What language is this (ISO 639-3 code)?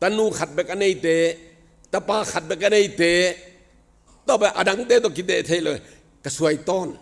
ctd